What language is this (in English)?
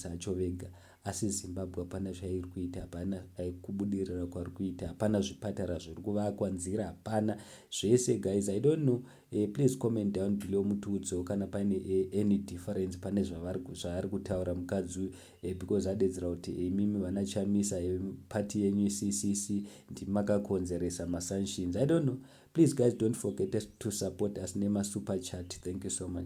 Shona